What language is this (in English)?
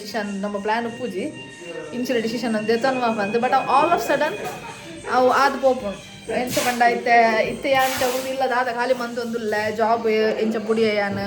Tulu